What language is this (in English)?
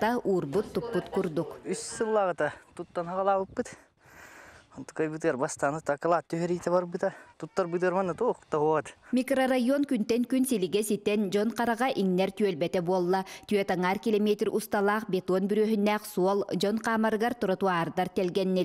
Yakut